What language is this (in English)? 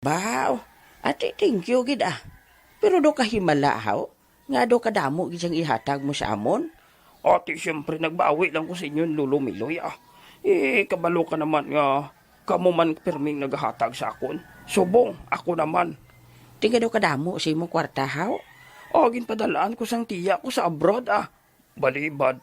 Hiligaynon